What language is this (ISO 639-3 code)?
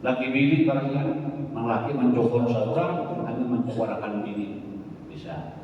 bjn